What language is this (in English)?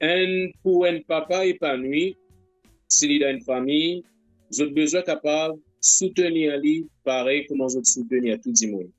Morisyen